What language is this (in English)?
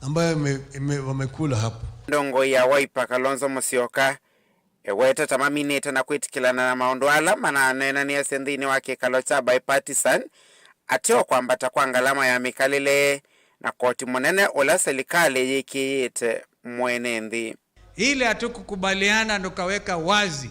Kamba